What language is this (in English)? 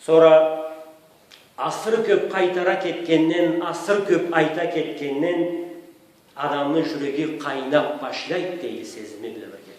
Karachay-Balkar